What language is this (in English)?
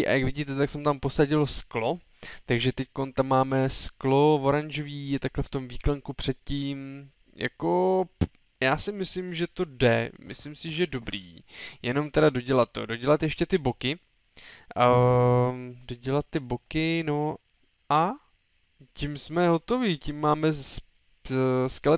Czech